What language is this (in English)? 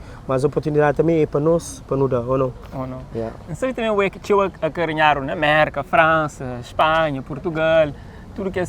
Kabuverdianu